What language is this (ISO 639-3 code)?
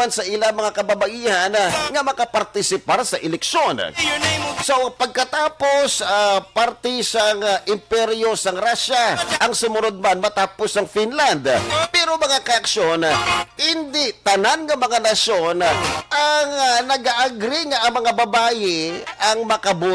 hil